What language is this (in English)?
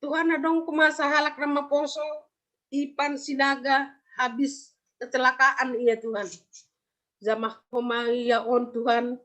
Batak Simalungun